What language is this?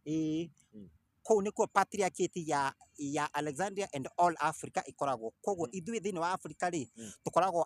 Kikuyu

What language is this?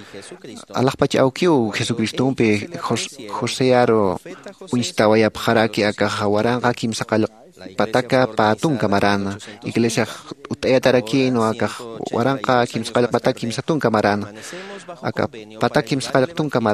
Aymara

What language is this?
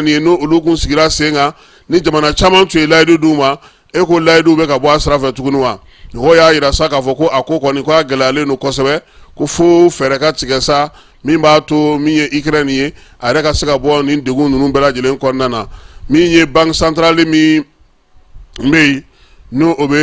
Bambara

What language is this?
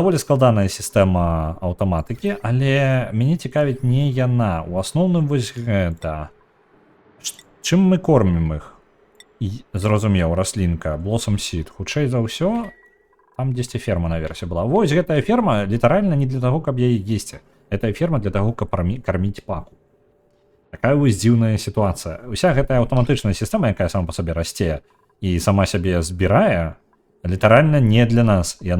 Belarusian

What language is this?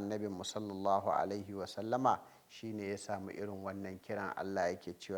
Hausa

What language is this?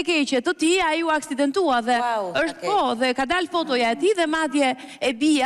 Albanian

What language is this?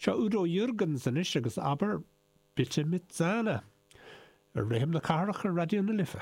Irish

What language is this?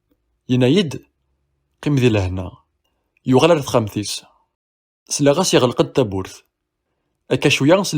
Kabyle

